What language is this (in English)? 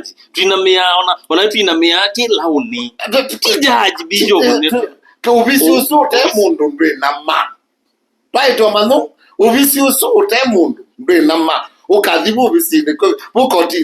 Kamba